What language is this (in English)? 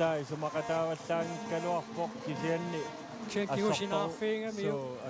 Kalaallisut